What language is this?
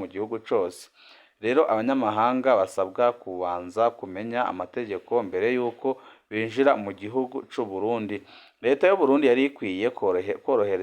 Rundi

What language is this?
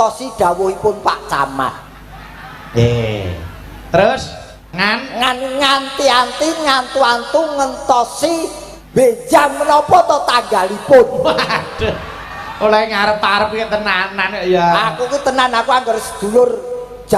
Javanese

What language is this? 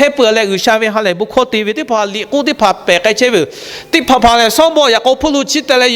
Lahu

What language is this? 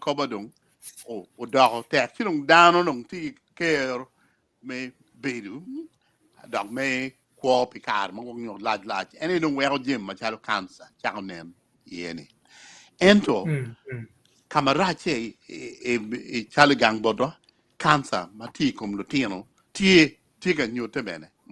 Acoli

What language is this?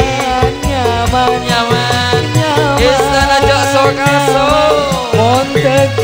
Madurese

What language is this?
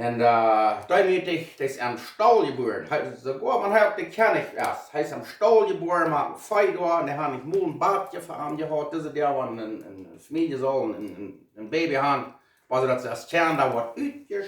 Plautdietsch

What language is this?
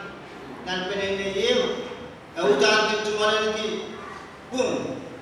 Pohnpeian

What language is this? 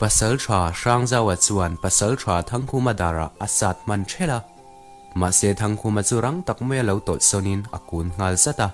Mizo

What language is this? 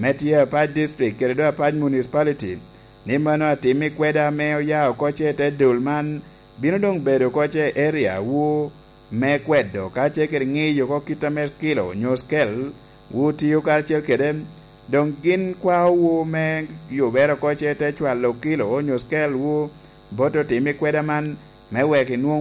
Lango (Uganda)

